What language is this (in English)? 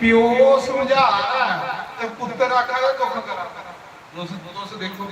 Dogri